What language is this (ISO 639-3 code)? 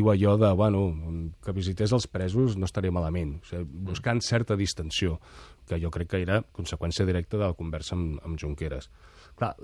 cat